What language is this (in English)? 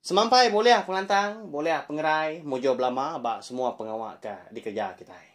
Iban